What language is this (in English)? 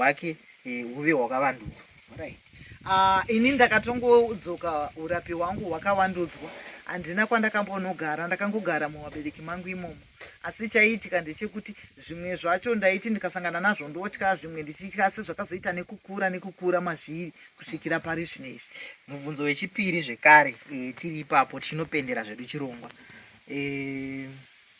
Shona